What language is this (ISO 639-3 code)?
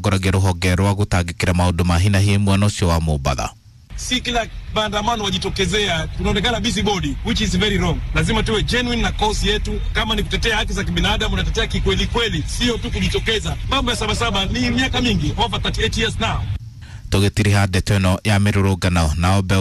kik